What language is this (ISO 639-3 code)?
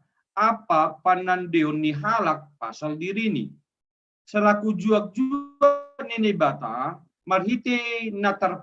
bts